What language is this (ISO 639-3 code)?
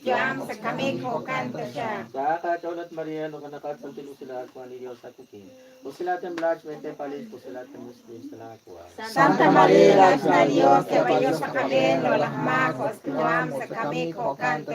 kek